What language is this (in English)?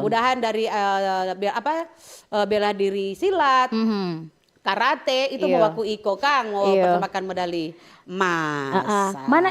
Manado Malay